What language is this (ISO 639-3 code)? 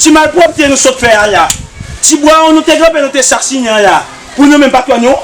hat